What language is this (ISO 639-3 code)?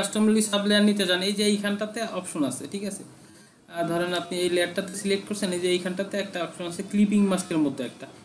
ben